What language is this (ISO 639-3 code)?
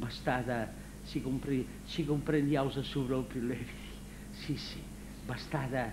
srd